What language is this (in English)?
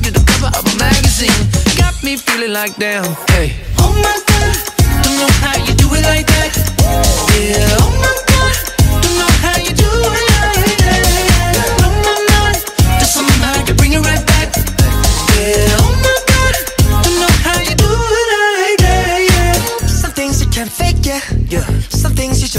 English